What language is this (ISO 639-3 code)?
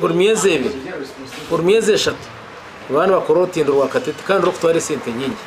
nyn